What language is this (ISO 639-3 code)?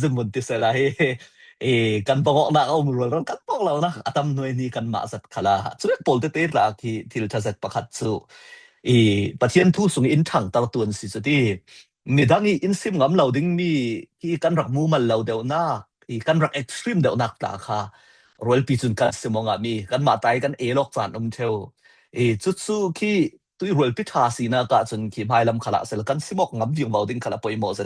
cfm